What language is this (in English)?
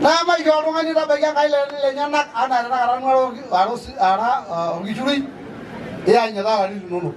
Masai